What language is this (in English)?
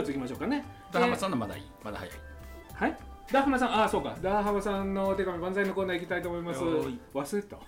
Japanese